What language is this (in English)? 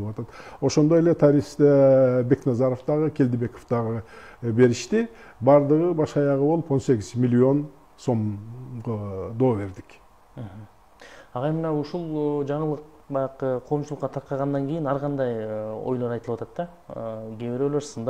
Kyrgyz